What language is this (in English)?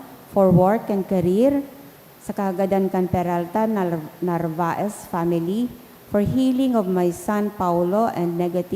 Bikol